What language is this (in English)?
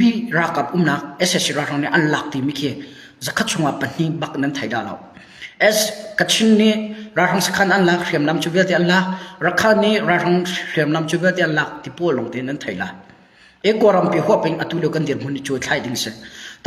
Hakha Chin